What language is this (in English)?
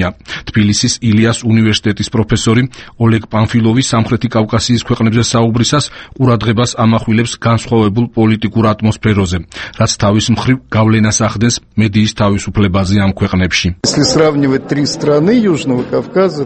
Georgian